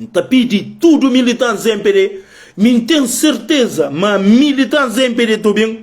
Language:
Kabuverdianu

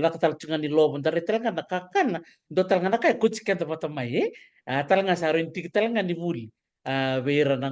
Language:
Fijian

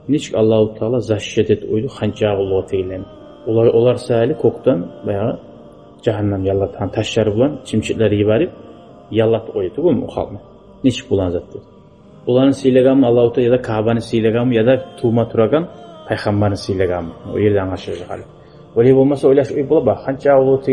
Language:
Kumyk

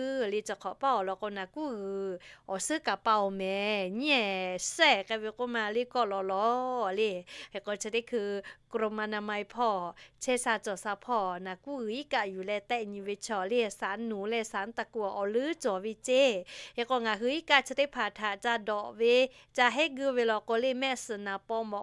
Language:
Lahu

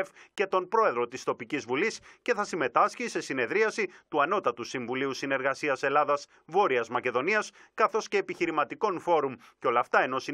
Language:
Greek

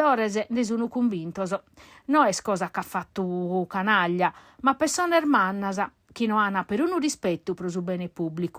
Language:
Sardinian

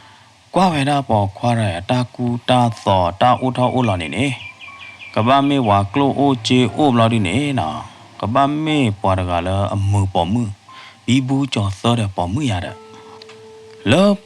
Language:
S'gaw Karen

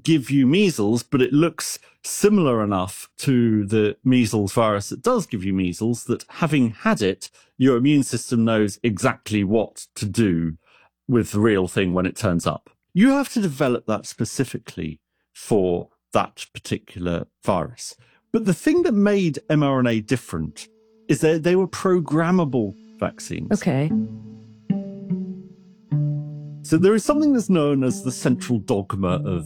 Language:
English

